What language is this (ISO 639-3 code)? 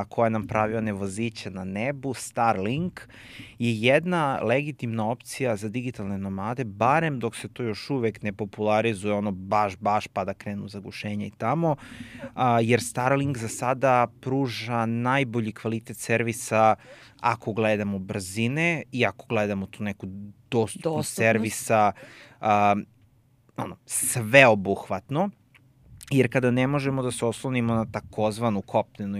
srp